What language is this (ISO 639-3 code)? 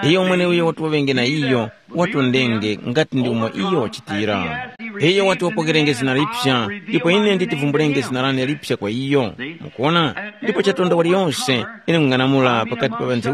tum